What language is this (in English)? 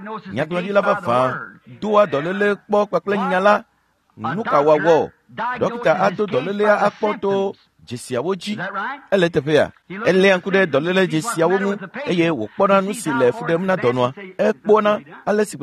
Ewe